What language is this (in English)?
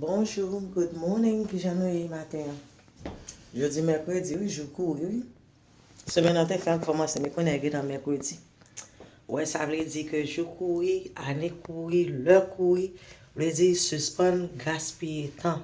Haitian Creole